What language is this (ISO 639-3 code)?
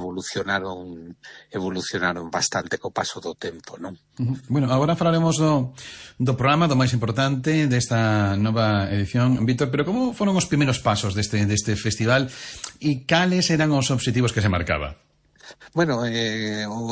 glg